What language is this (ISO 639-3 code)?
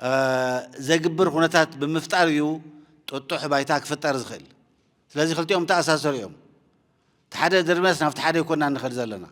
tir